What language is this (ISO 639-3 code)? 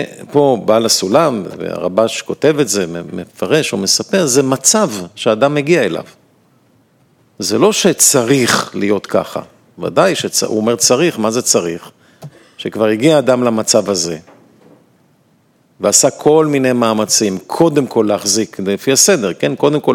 heb